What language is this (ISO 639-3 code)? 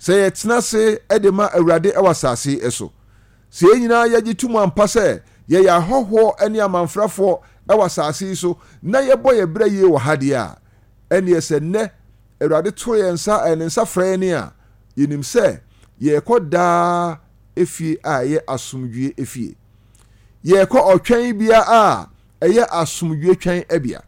aka